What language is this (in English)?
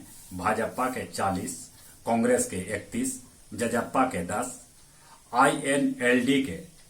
Magahi